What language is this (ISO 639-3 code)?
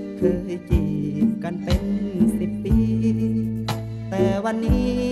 tha